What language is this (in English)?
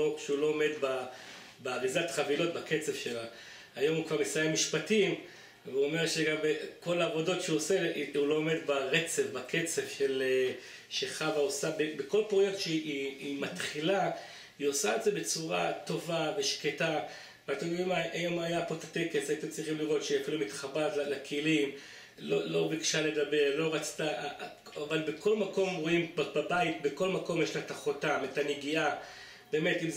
Hebrew